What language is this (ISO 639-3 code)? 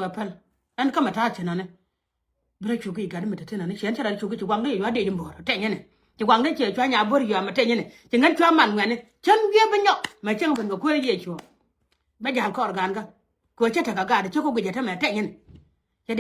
nus